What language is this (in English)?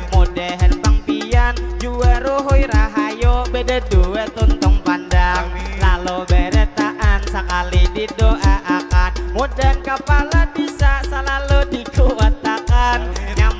Banjar